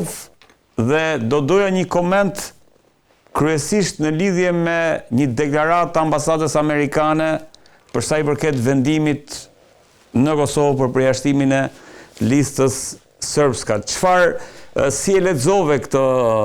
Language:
Albanian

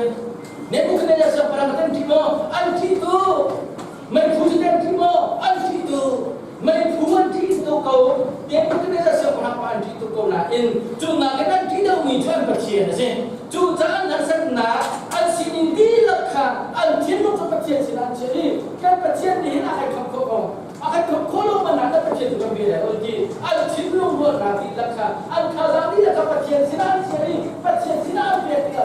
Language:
Hakha Chin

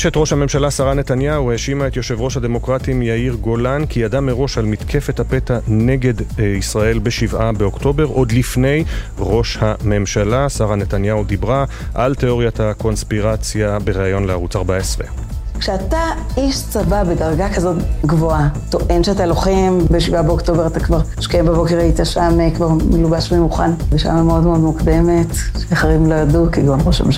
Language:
Hebrew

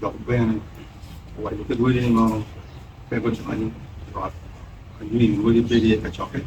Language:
Acoli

